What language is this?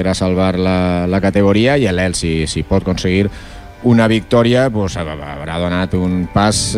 Catalan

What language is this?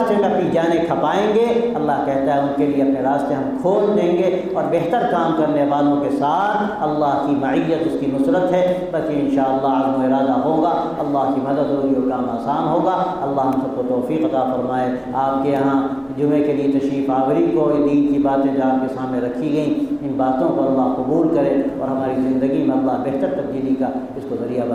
Urdu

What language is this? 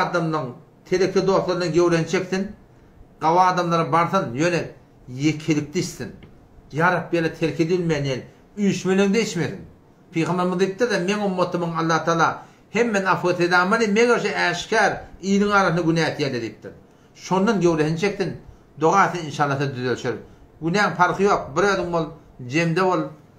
Turkmen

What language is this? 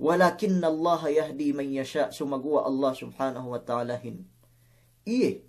Yakan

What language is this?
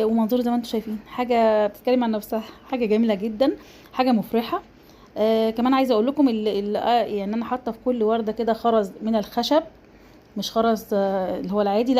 Egyptian Arabic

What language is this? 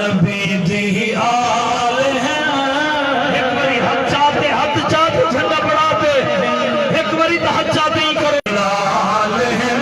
Saraiki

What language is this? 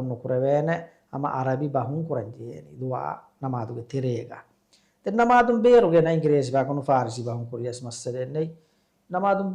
Divehi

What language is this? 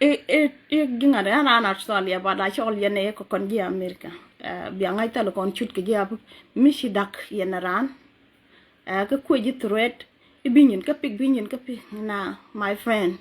Nuer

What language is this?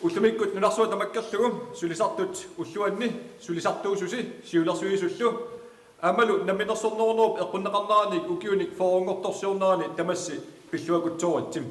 Kalaallisut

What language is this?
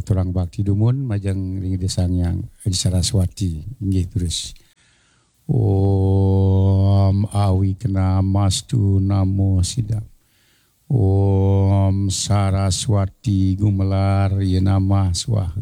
Balinese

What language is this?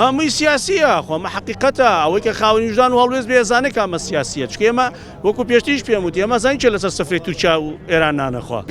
Central Kurdish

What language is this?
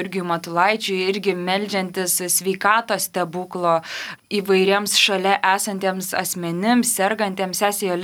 Lithuanian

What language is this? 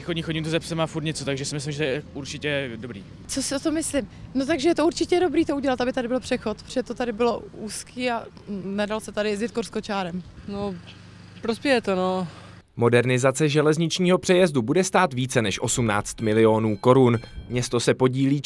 Czech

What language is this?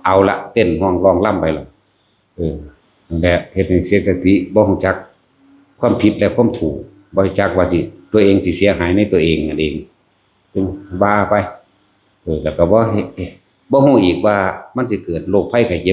Northeastern Thai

